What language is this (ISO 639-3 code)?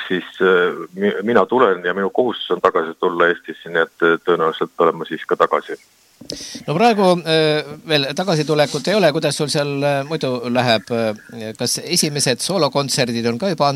est